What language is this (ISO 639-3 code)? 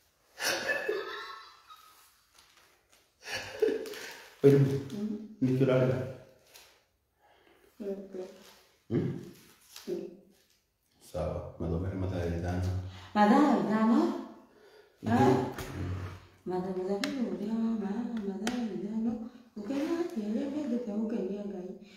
kik